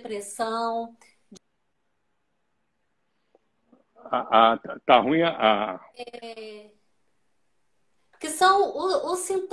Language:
Portuguese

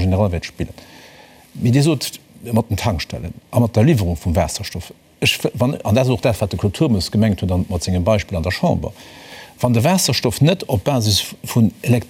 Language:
Luxembourgish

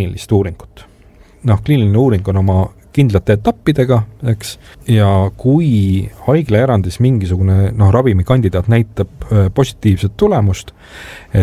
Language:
Estonian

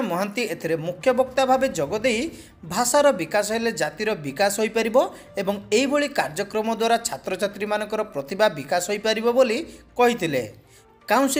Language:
Odia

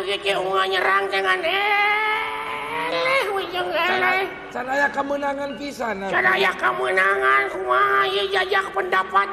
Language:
Sundanese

